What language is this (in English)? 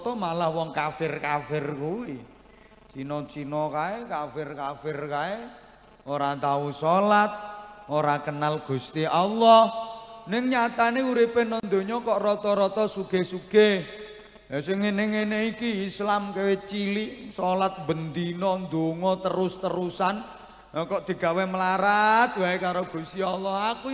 Javanese